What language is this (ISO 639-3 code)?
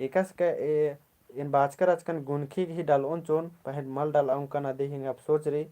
kru